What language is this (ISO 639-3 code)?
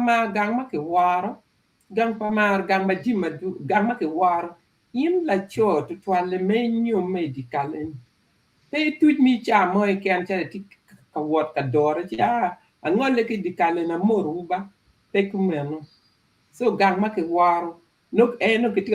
ach